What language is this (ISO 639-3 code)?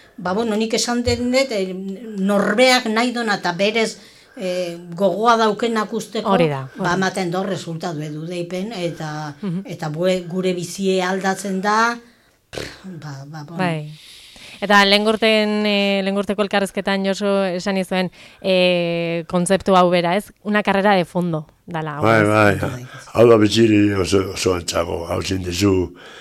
eus